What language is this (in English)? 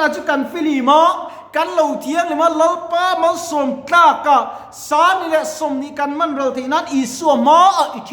Mizo